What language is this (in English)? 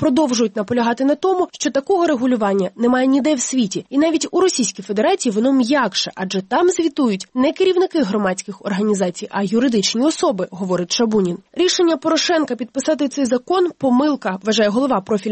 Ukrainian